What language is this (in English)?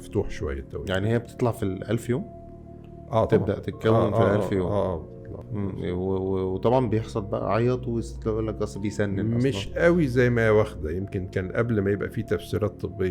Egyptian Arabic